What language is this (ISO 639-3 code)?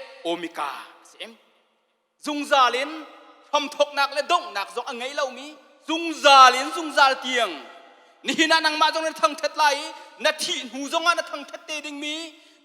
cnh